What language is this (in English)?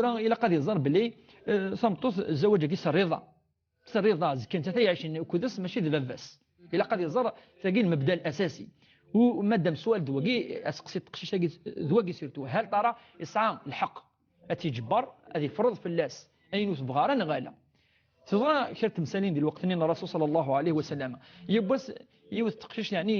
Kabyle